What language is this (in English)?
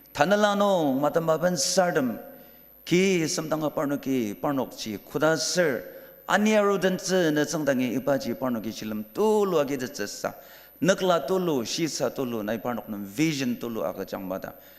Ao Naga